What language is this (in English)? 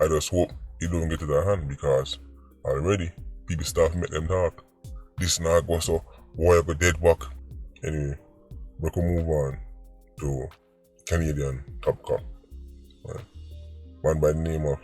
Jamaican Creole English